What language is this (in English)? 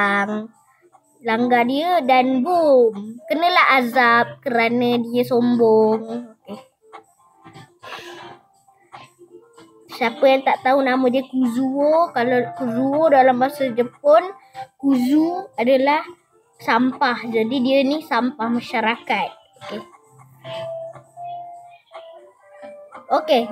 Malay